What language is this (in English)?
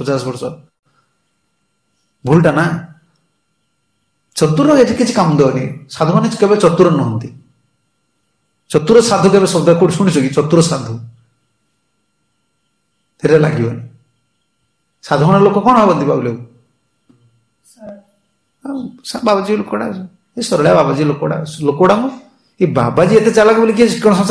Odia